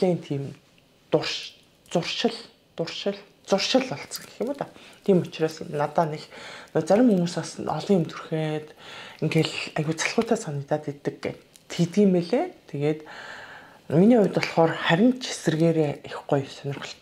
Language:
Mongolian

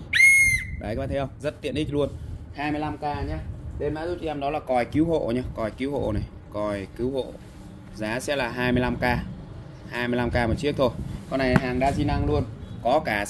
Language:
Vietnamese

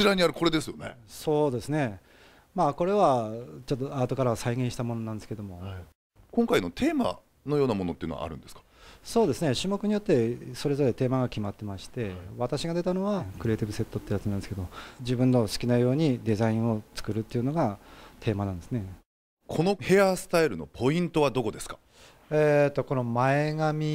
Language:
Japanese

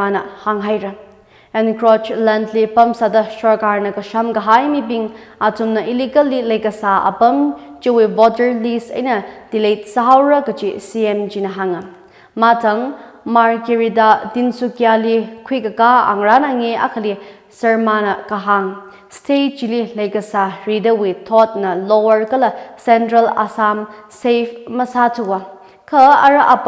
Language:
Tangkhul Naga (India)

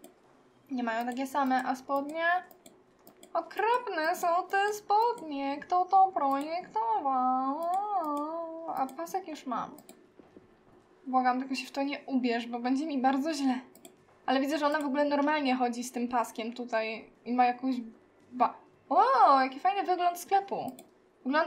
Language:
Polish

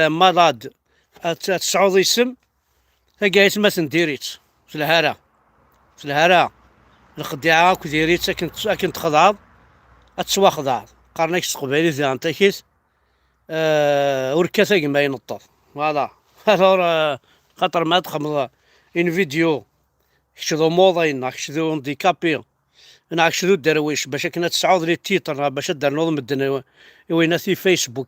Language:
Kabyle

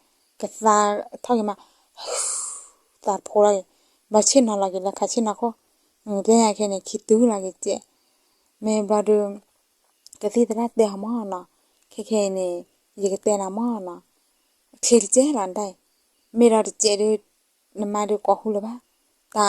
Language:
S'gaw Karen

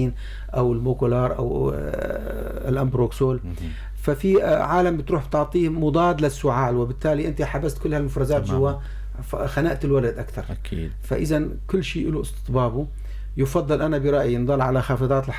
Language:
North Levantine Arabic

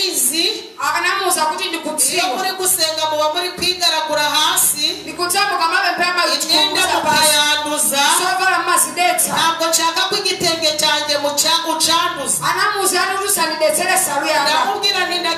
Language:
Kinyarwanda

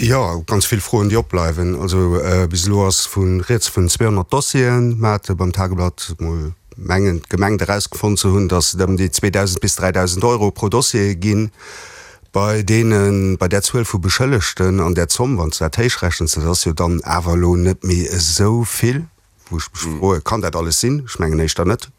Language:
Luxembourgish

